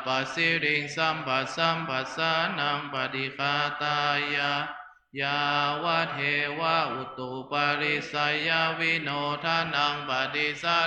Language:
Pali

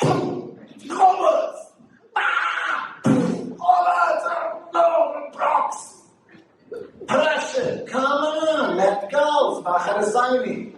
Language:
Yiddish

